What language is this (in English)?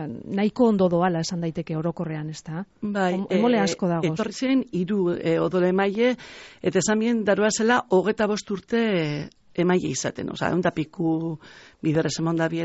Basque